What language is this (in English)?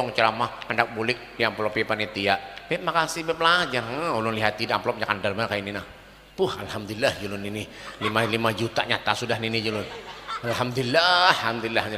Banjar